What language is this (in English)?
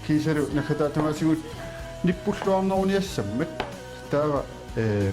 Kalaallisut